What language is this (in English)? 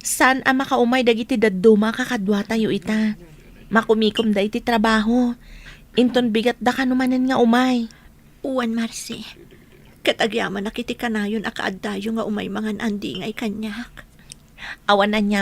Iloko